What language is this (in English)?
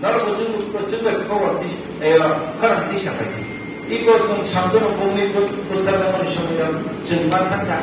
Kok Borok